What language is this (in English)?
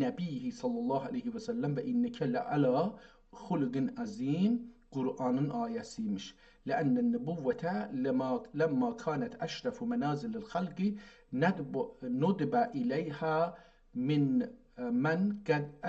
South Azerbaijani